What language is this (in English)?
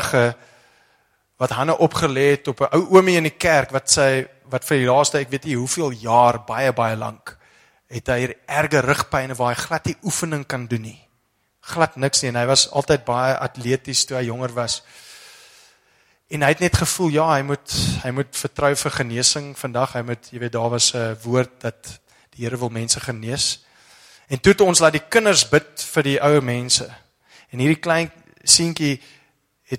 Afrikaans